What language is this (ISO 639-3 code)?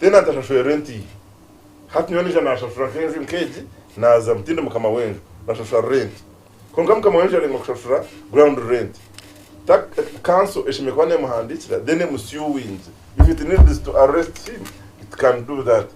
nyn